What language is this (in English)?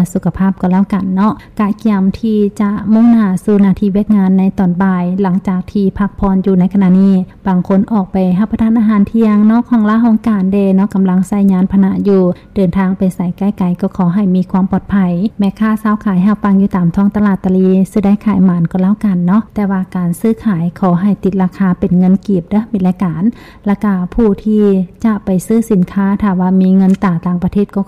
Lao